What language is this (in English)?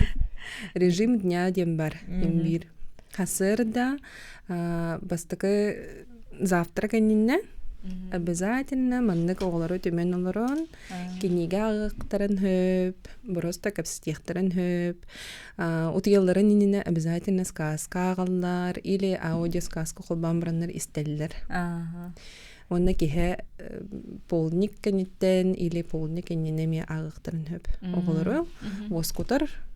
Yakut